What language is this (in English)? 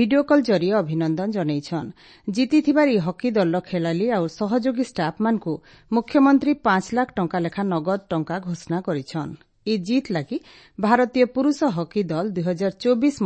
Odia